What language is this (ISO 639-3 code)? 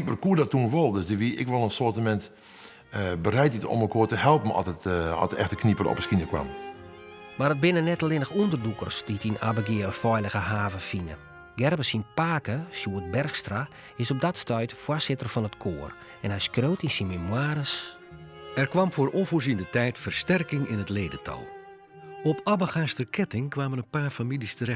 fry